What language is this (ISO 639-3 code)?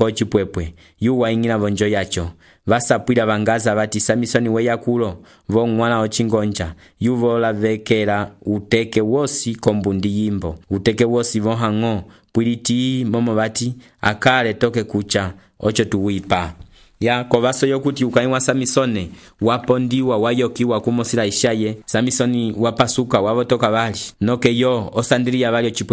umb